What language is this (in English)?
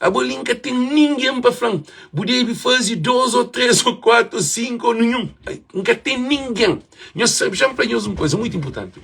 Kabuverdianu